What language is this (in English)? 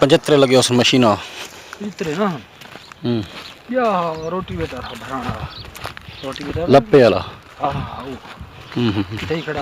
Saraiki